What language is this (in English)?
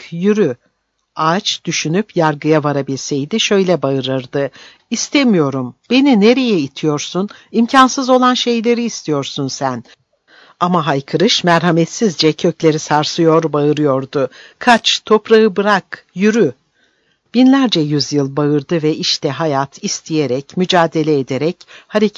Turkish